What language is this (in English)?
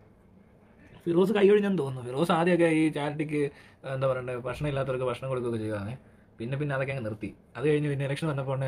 Malayalam